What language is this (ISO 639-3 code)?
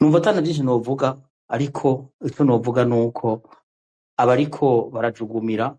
run